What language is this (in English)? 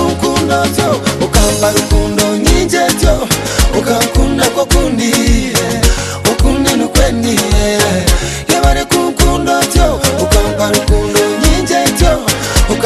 Kinyarwanda